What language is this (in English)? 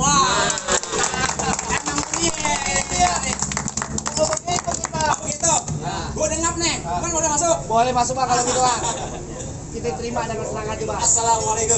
Betawi